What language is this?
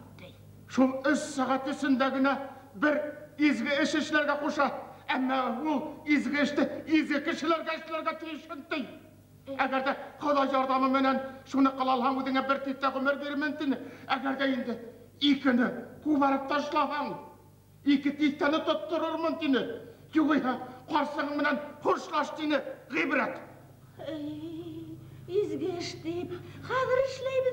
Bashkir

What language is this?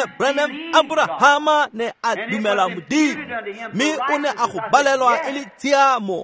Tswana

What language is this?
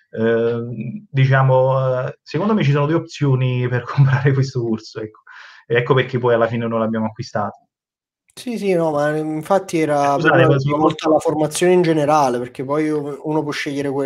Italian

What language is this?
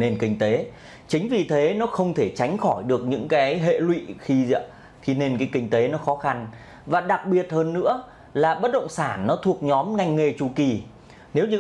Vietnamese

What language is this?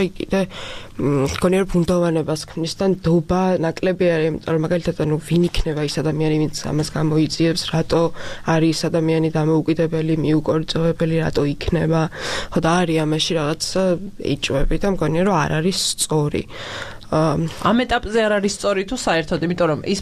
Georgian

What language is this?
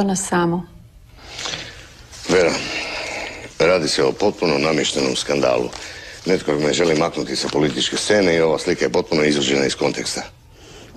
Croatian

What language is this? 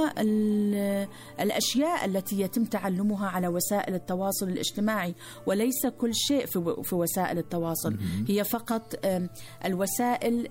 Arabic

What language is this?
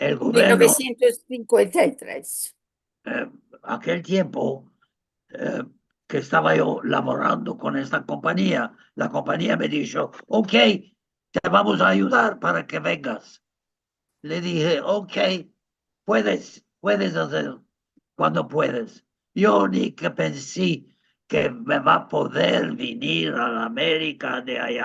Ladino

